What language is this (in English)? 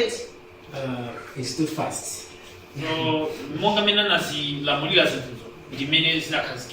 Nyanja